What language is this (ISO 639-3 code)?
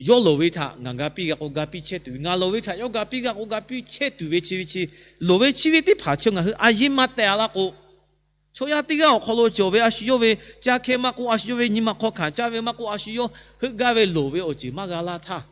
lhu